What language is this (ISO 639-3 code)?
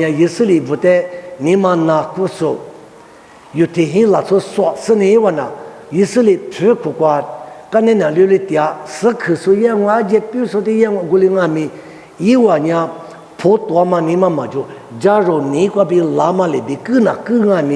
lis